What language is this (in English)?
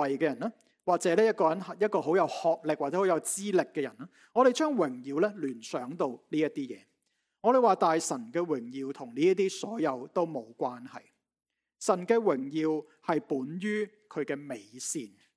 Cantonese